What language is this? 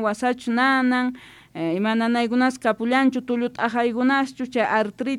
Quechua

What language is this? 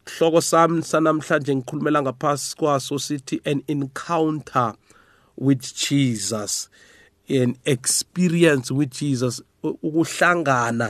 South Ndebele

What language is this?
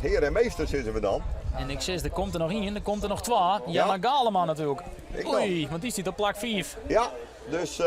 Western Frisian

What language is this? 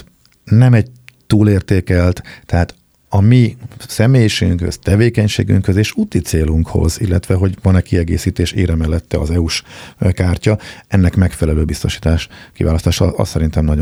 Hungarian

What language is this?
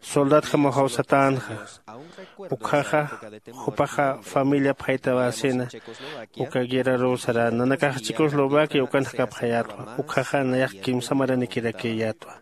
Aymara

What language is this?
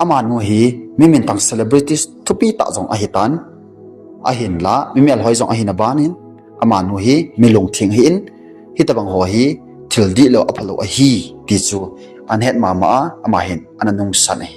Thado Chin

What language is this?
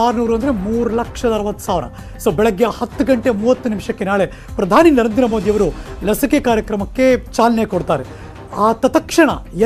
Kannada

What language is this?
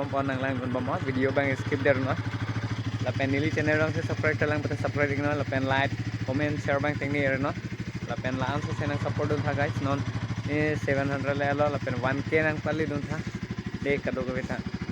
Karbi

